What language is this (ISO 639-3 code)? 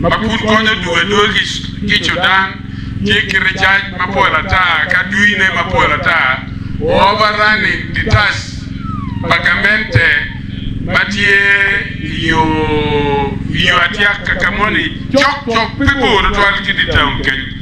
ach